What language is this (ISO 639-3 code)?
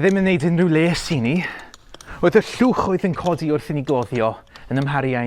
cym